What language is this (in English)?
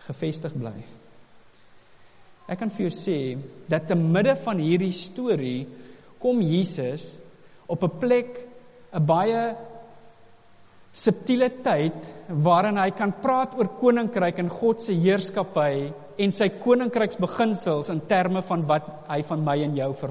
Afrikaans